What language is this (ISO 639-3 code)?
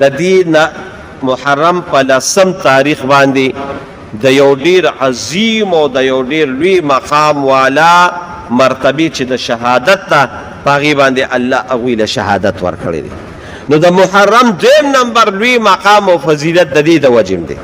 pus